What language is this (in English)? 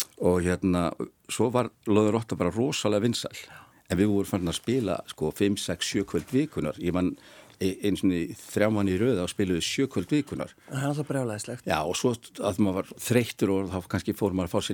Icelandic